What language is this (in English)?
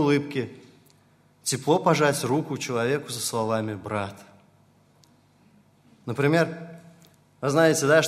Russian